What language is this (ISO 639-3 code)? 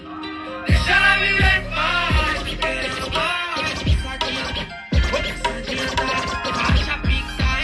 por